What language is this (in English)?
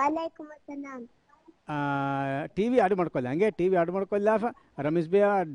Divehi